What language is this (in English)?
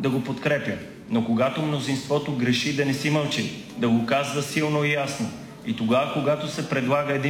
Bulgarian